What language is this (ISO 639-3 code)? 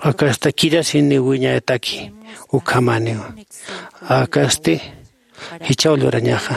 aym